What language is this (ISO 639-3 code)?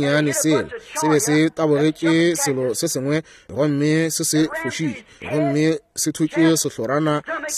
nso